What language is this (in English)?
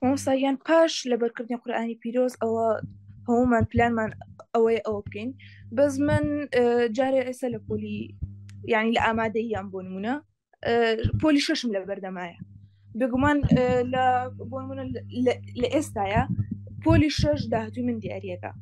Central Kurdish